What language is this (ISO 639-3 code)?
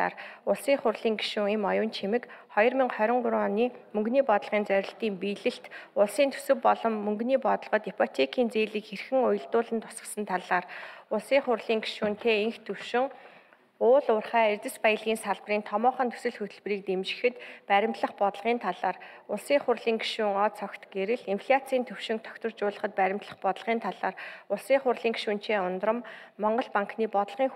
mon